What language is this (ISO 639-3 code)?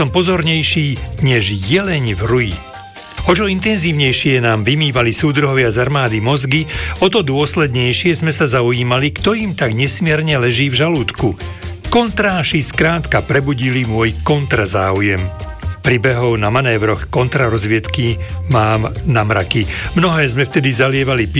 slk